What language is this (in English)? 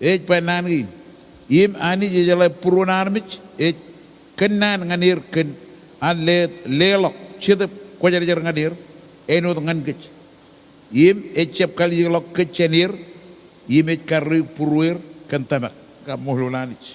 Marshallese